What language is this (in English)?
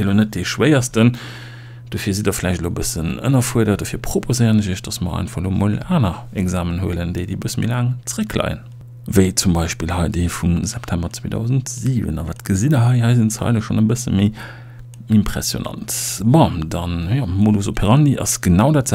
Luxembourgish